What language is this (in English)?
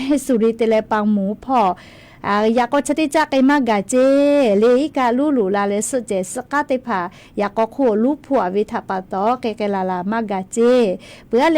Lahu